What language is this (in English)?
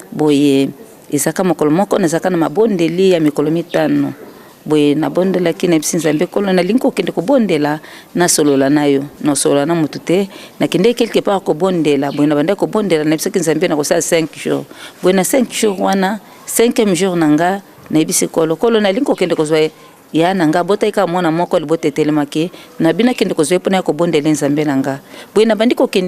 Lingala